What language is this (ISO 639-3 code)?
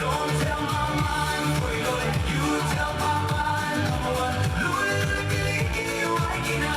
ton